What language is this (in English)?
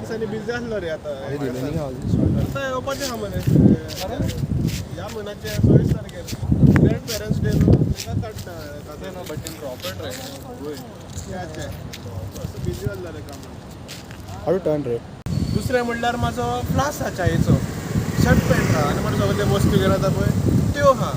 Konkani